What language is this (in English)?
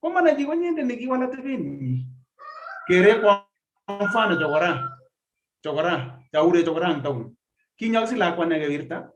Kalenjin